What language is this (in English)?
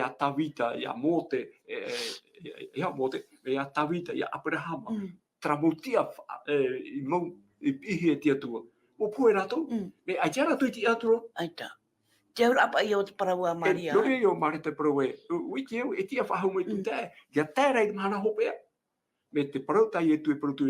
Tahitian